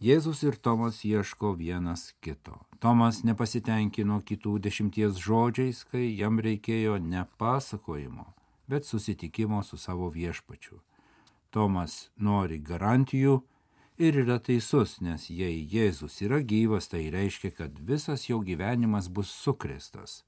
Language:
Lithuanian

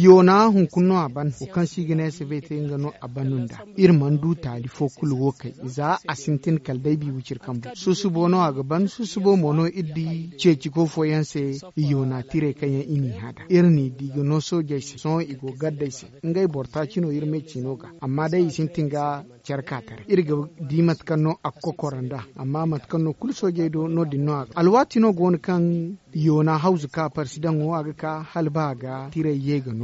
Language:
Zarma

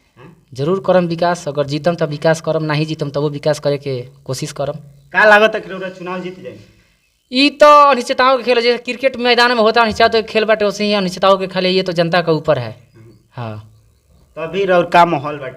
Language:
Bhojpuri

